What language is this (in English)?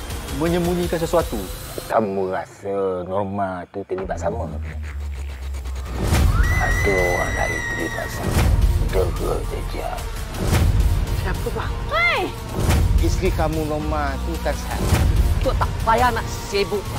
Malay